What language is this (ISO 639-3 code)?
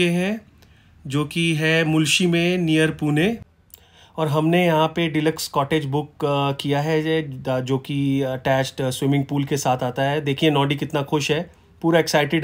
hin